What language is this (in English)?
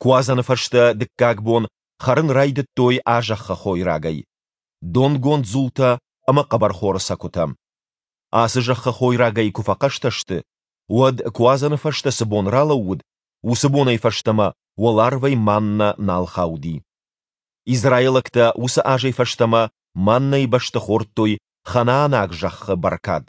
Ossetic